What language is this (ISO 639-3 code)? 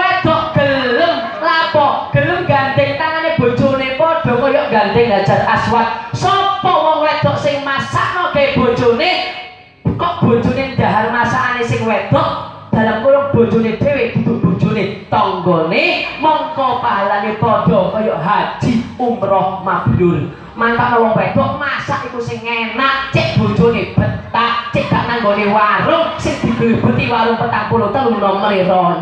jav